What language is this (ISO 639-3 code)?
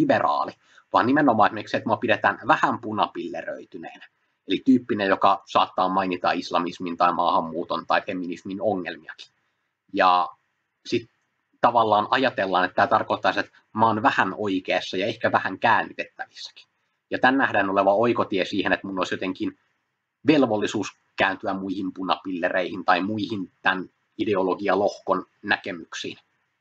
fin